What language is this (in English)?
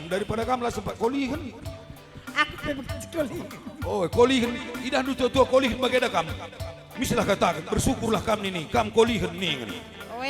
Batak Karo